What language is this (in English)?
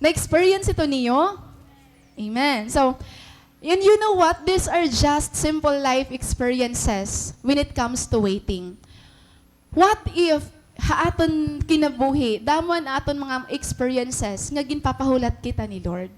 Waray